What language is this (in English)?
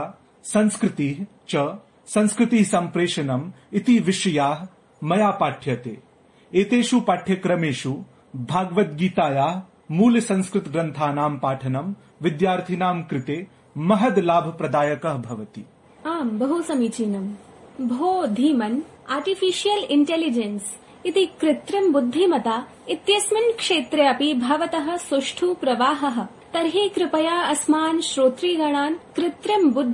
Sanskrit